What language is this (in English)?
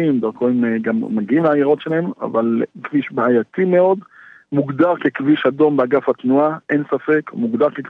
Hebrew